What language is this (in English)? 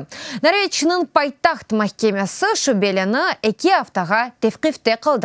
Crimean Tatar